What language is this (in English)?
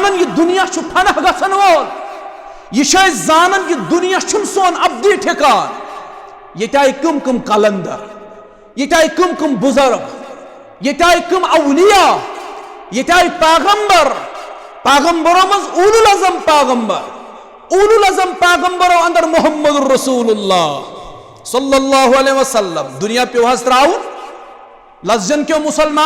Kashmiri